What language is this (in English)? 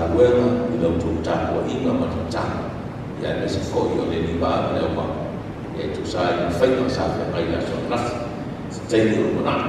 Samoan